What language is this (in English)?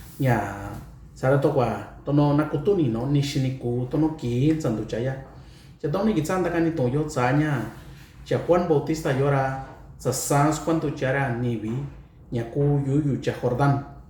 Mixtepec Mixtec